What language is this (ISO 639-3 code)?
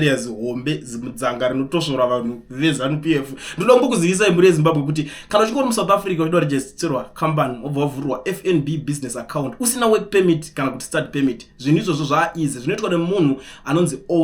sna